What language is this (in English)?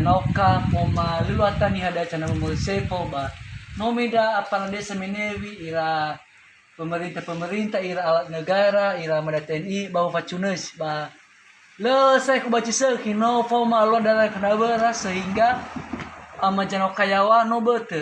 Nias